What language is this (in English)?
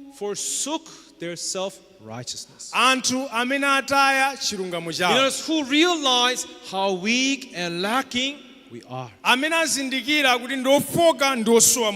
Nyanja